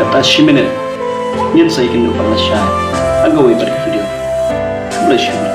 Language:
Khasi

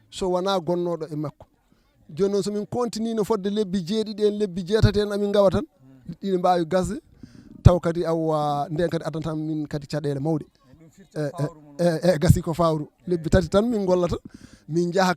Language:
Fula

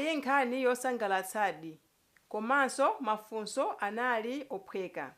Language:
Nyanja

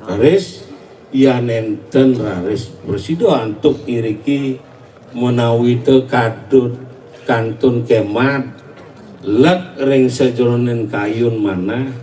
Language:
Balinese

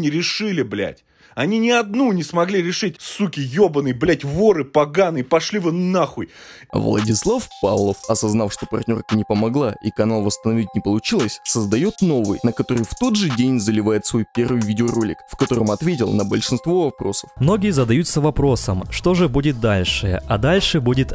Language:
Russian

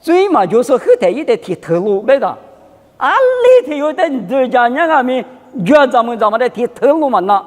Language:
Lisu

